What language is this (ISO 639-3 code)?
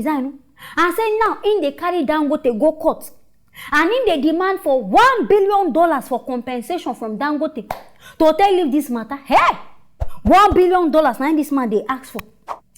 pcm